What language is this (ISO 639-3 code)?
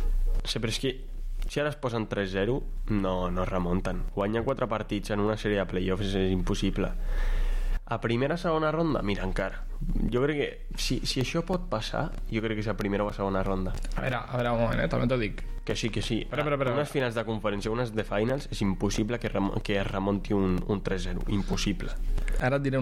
cat